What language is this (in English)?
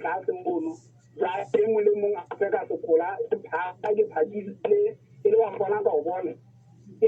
Southern Sotho